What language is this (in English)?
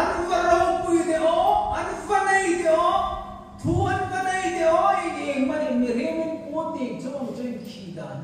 Hmar